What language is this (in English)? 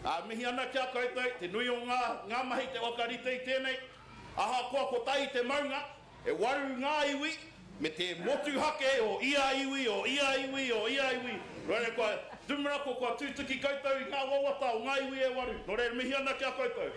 Māori